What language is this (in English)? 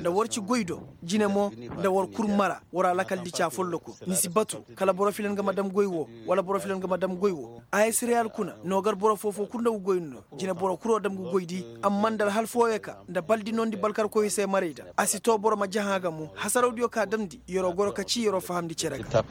Koyraboro Senni